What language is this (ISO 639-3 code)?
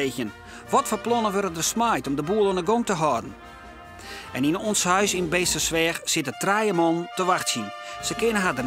fry